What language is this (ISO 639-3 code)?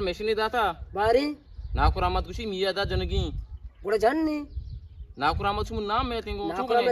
bgp